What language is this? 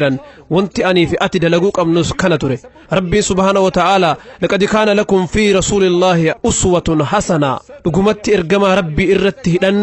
Oromo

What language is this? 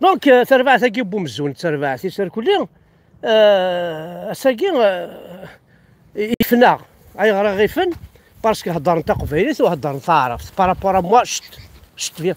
Kabyle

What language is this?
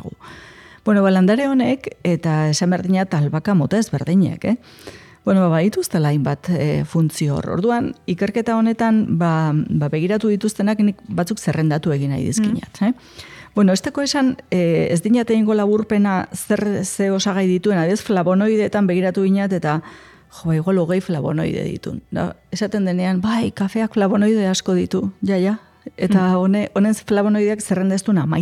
Basque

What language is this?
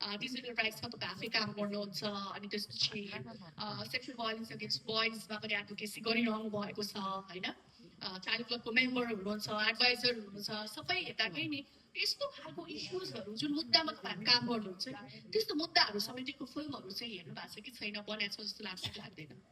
Nepali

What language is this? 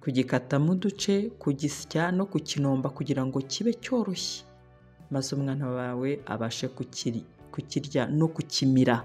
Kinyarwanda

